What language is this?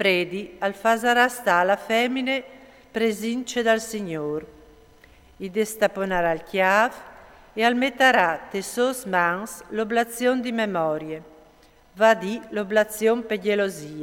Friulian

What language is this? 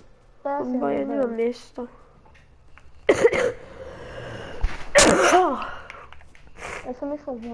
Slovak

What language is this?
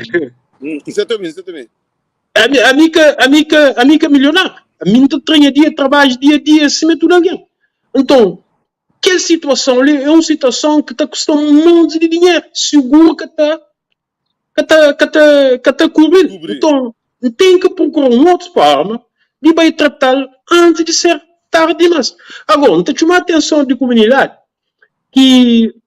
Kabuverdianu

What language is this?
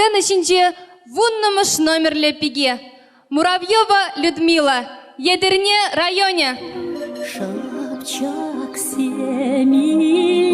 Chuvash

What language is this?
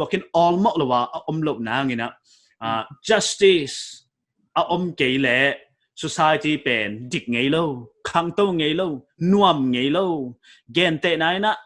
Paite Chin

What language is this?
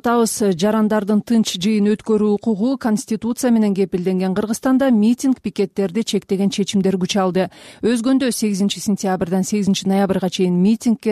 Kyrgyz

